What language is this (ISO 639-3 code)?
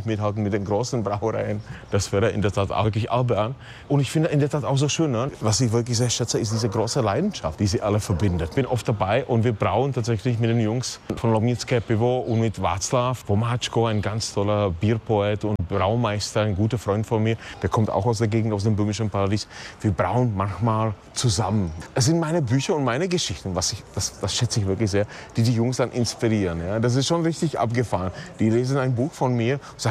deu